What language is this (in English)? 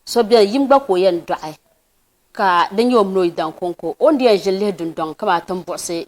Dagbani